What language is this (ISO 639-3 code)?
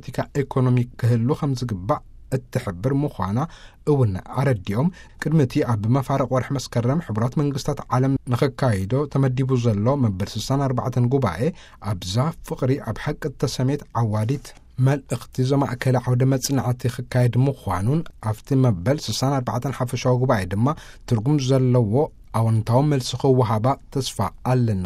tir